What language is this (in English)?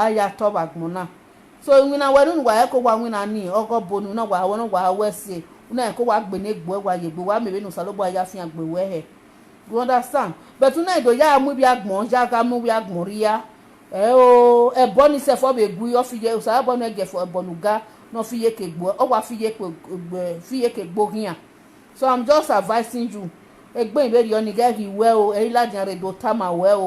Nigerian Pidgin